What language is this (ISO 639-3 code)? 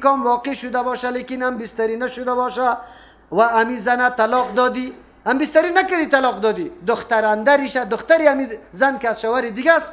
fas